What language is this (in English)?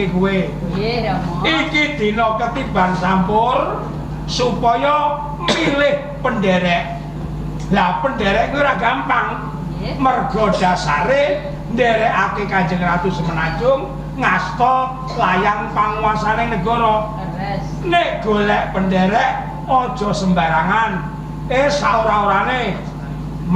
Javanese